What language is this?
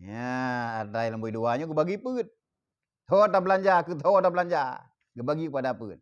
Achinese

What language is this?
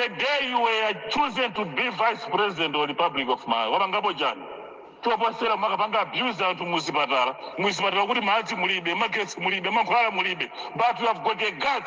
Nyanja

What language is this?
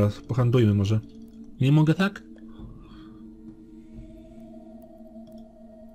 Polish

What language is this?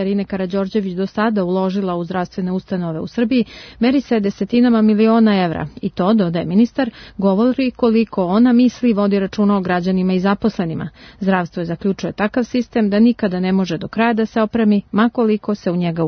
Serbian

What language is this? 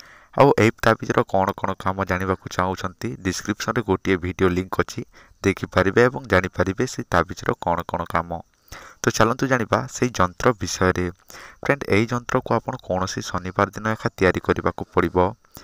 Odia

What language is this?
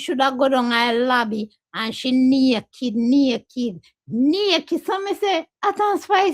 Jamaican Creole English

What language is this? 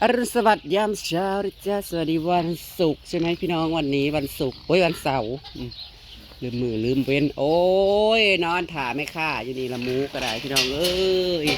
Northeastern Thai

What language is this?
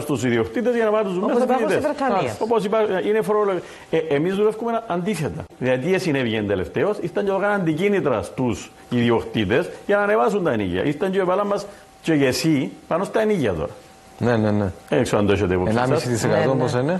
Greek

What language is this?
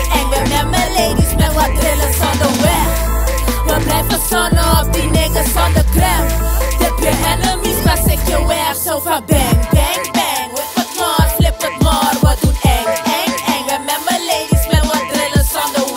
Dutch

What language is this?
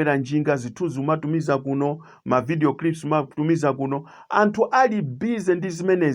Nyanja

